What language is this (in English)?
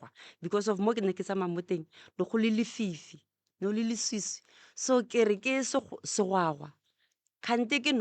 Northern Sotho